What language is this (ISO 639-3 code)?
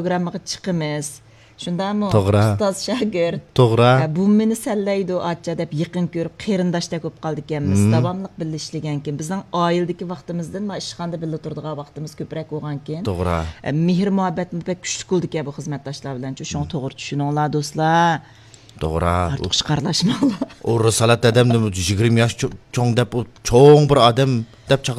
uig